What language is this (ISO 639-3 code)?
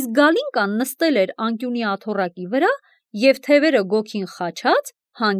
hye